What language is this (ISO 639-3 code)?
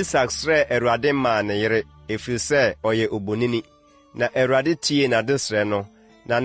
aka